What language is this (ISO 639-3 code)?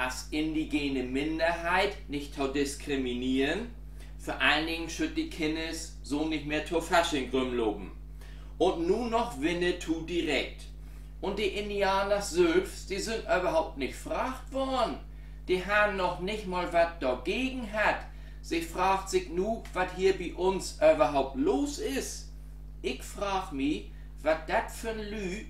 nds